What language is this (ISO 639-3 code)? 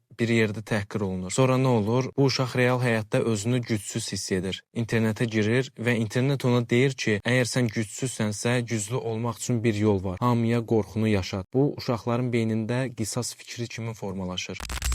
aze